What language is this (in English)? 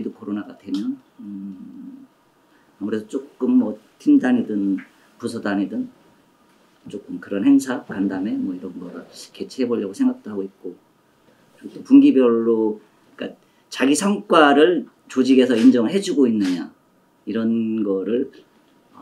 Korean